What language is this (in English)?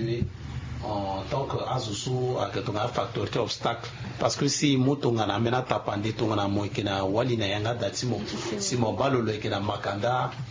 Sango